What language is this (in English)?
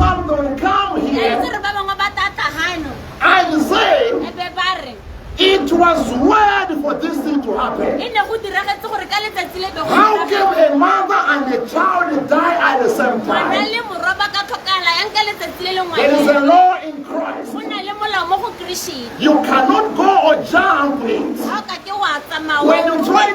Tswana